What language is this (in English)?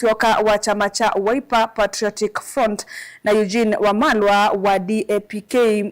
Kamba